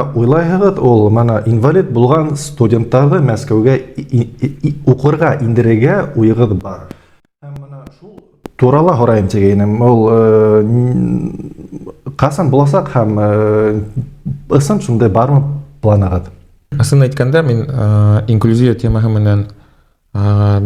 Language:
Bashkir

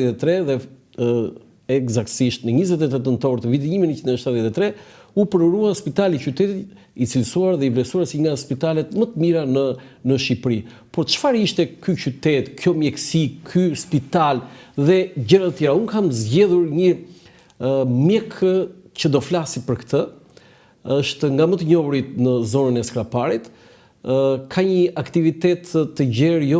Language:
Albanian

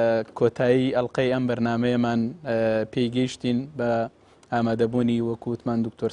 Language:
Central Kurdish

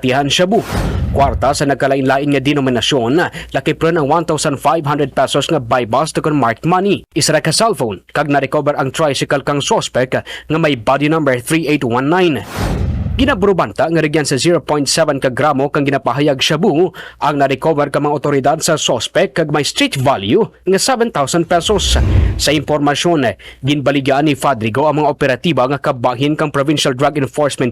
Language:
Kinaray-a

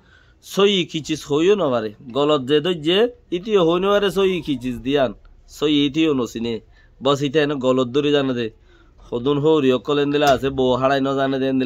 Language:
Rohingya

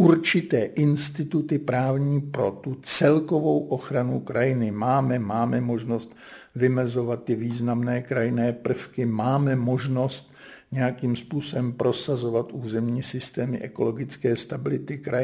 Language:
Czech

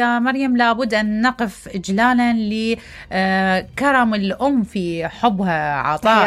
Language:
Mesopotamian Arabic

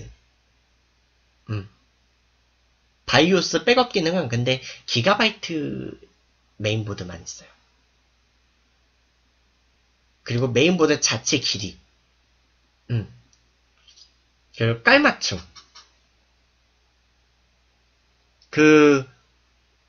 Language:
Korean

